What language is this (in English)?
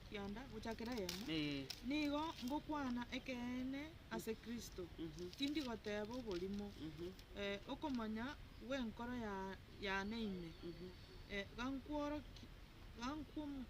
Gusii